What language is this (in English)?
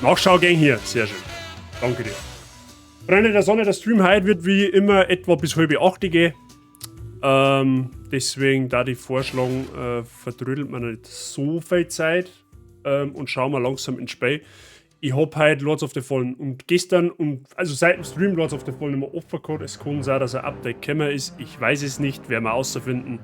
Bavarian